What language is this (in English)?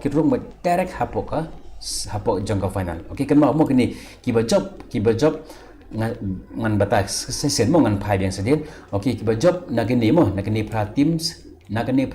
Khasi